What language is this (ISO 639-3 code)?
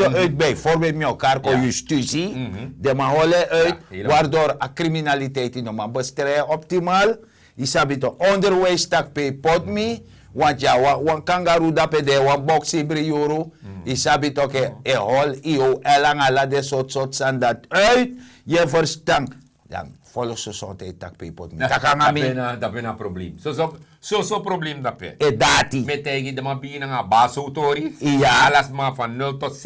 srn